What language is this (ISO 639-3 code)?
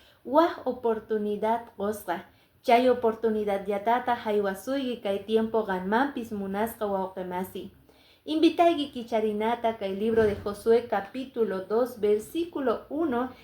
que